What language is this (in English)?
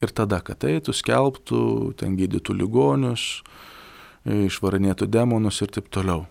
Lithuanian